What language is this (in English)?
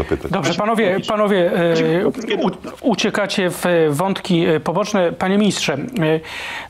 Polish